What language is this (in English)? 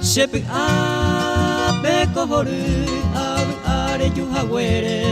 Guarani